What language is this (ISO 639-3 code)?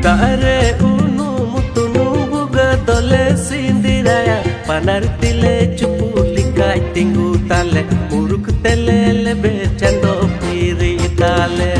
sat